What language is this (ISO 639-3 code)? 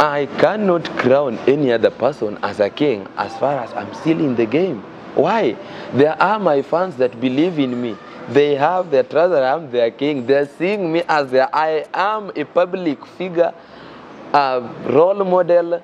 luo